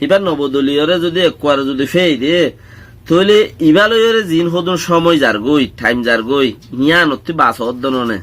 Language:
Rohingya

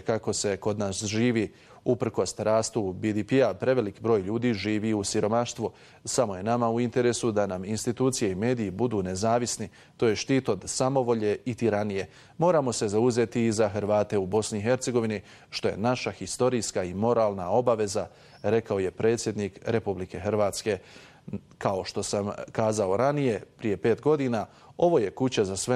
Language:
Bosnian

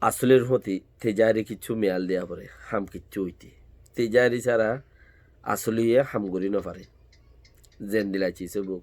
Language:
Rohingya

